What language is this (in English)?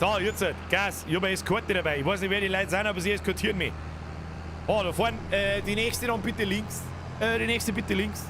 Bavarian